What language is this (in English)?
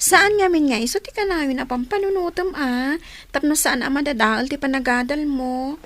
Iloko